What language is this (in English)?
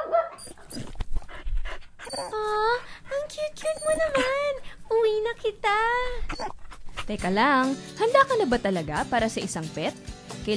Filipino